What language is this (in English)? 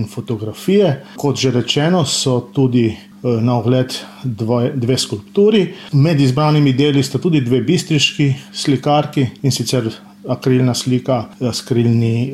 Slovenian